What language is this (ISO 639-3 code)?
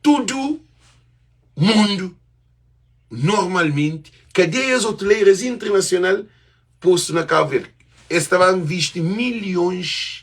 kea